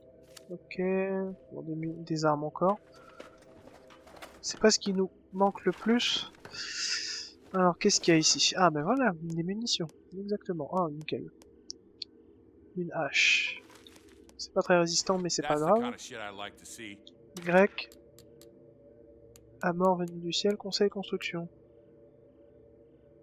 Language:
French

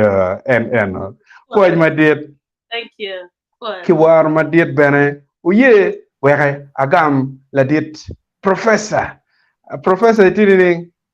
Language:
Acoli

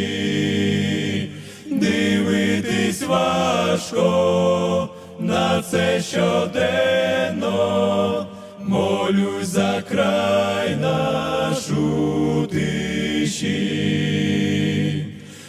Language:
Ukrainian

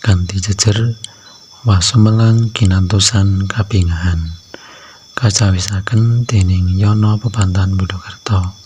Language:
Javanese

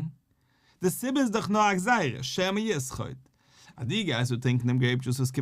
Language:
Yiddish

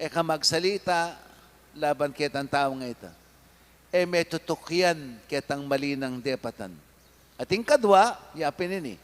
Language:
Pampanga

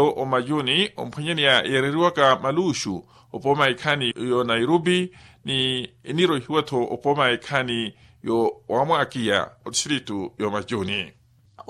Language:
Makhuwa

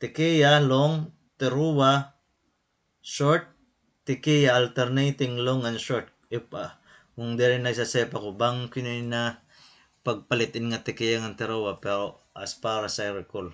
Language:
Waray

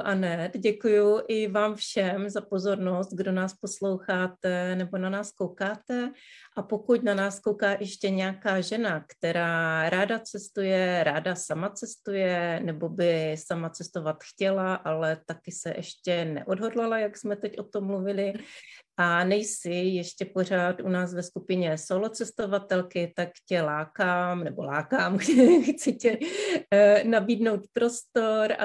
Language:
Czech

